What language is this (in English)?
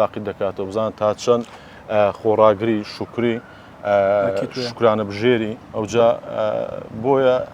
Central Kurdish